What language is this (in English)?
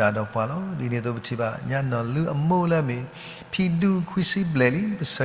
S'gaw Karen